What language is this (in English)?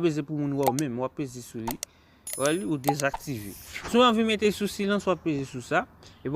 Haitian Creole